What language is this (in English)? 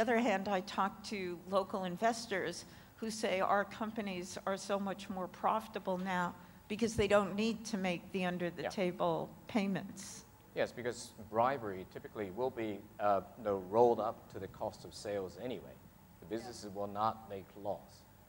English